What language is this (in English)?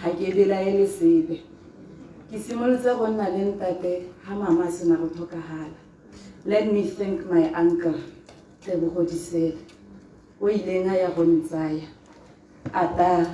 Tswana